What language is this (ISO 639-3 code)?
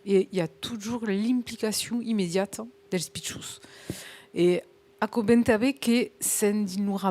oci